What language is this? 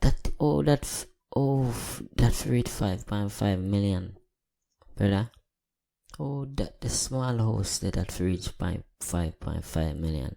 Jamaican Creole English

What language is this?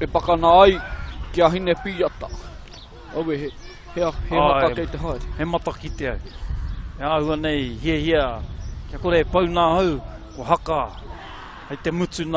Māori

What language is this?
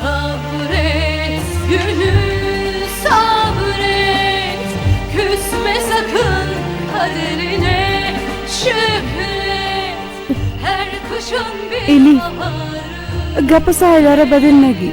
Persian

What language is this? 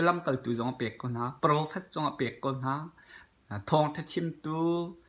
Hakha Chin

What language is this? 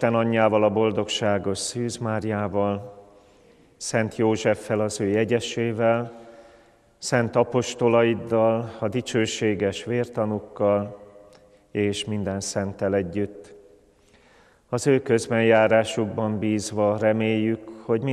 Hungarian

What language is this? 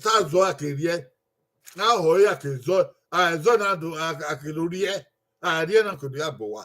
Bini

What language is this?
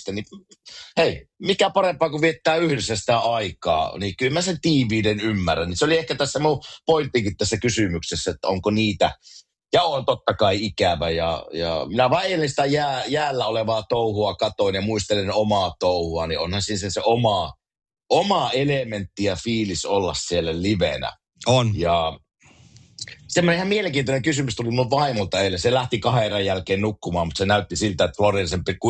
Finnish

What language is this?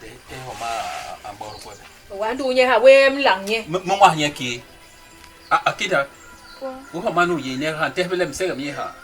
Basaa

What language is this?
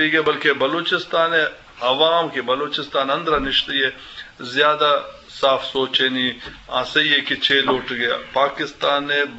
Eastern Balochi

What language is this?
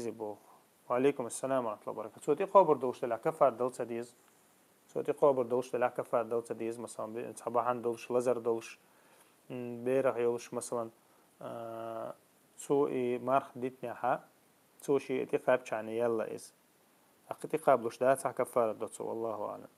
Chechen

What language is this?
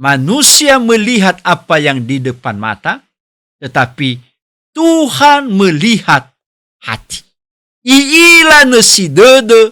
Nias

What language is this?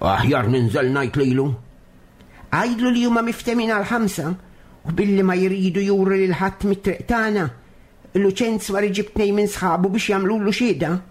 Maltese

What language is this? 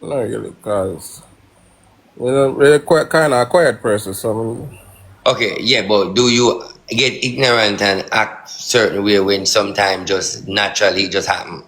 Jamaican Creole English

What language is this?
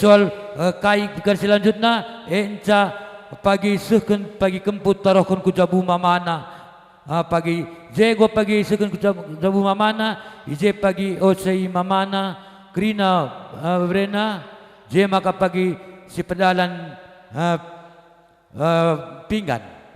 Batak Karo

